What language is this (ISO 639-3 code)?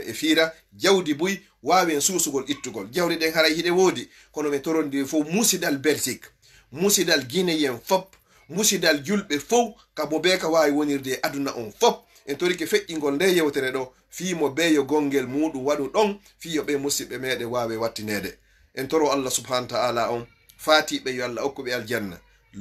ful